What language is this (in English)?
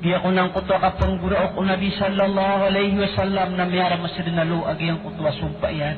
Maranao